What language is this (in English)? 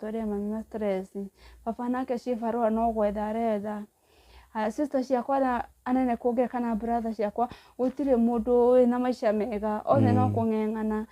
Kikuyu